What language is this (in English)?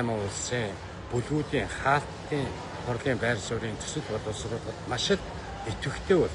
Mongolian